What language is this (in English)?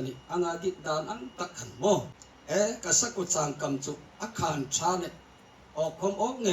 Hmar